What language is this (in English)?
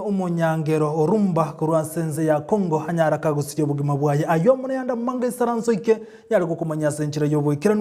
Gusii